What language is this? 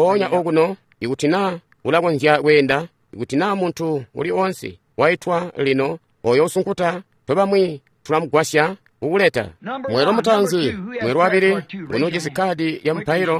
Tonga (Zambia)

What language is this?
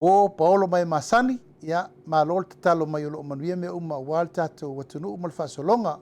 Samoan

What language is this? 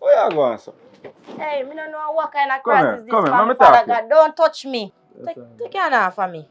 Jamaican Creole English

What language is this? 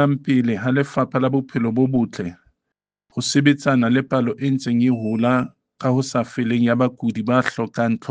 Southern Sotho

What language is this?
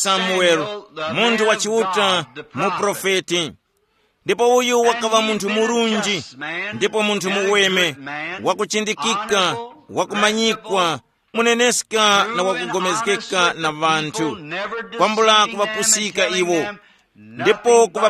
Tumbuka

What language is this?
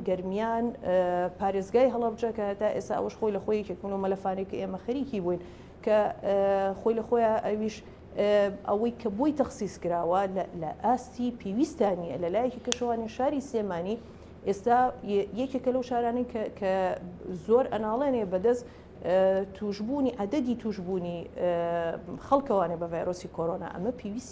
Central Kurdish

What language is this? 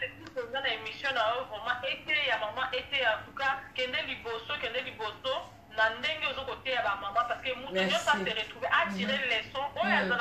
Lingala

